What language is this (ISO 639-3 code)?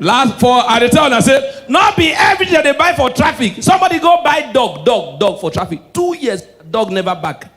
pcm